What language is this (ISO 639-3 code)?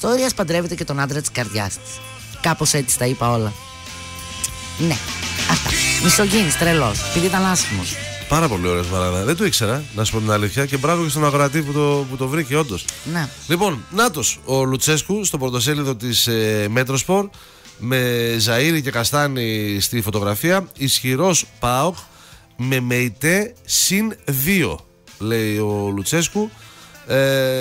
ell